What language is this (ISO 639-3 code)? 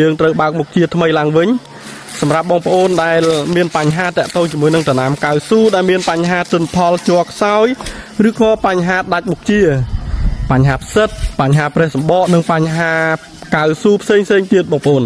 khm